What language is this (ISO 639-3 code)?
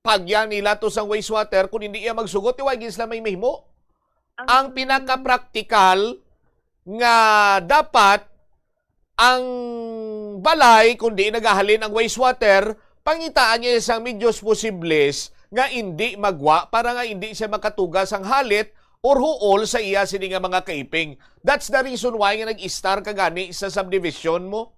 hil